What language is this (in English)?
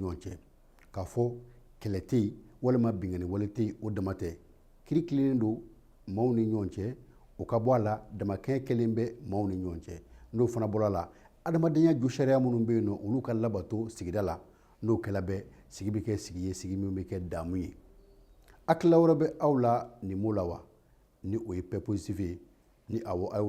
Bambara